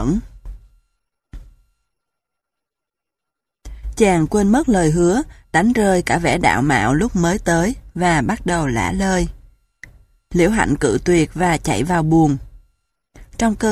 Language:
Vietnamese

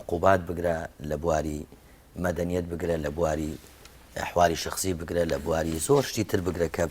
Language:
Central Kurdish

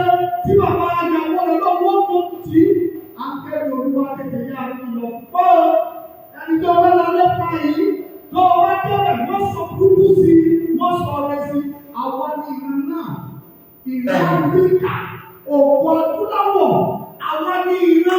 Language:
Yoruba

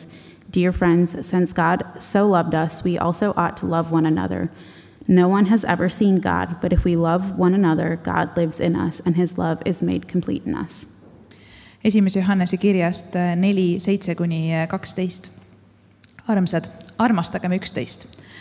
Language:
Estonian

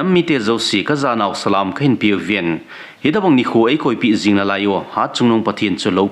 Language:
Thado Chin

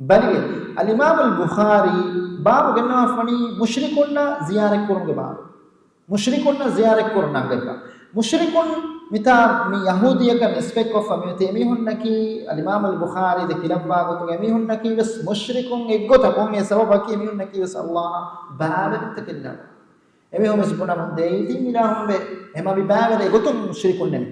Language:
Divehi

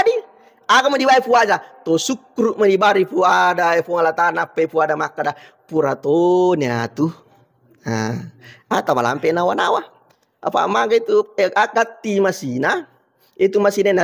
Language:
Buginese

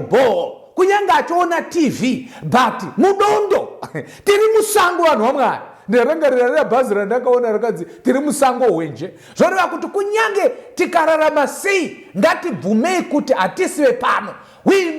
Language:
Shona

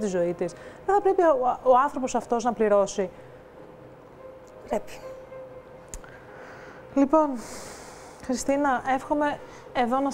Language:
Greek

